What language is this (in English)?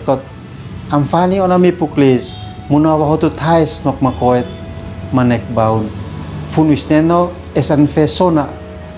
Uab Meto